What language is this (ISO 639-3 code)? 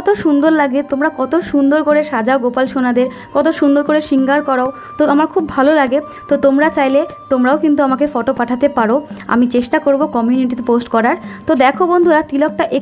ben